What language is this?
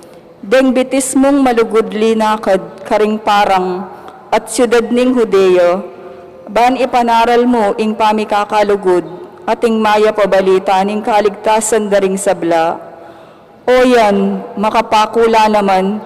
Pampanga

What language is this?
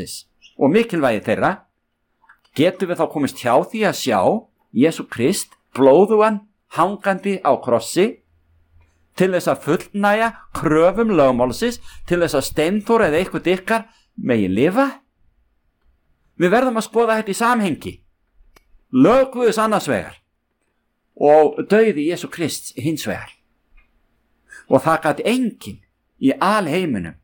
Icelandic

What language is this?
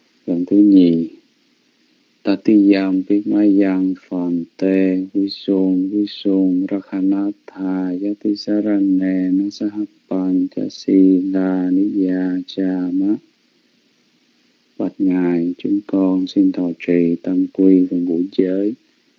Vietnamese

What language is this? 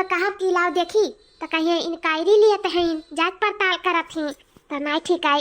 Awadhi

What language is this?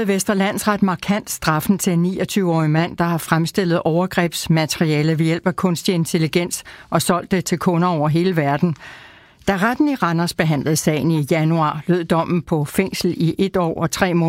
Danish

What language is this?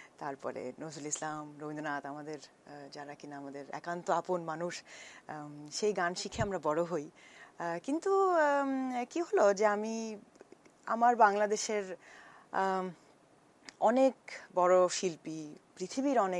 Bangla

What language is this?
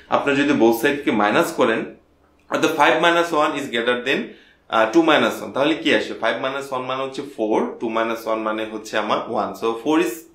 Bangla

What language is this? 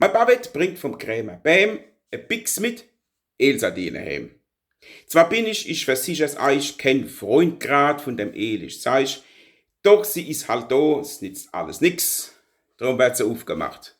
Palatine German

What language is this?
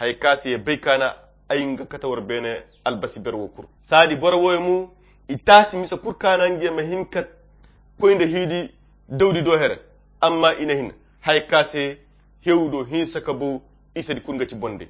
Koyra Chiini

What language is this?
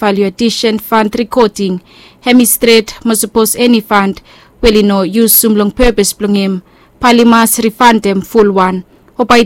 Bislama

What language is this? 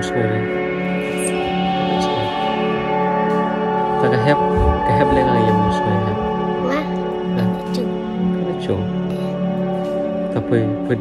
Malay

